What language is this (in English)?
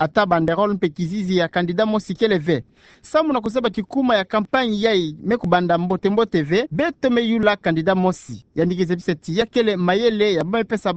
Kituba (Democratic Republic of Congo)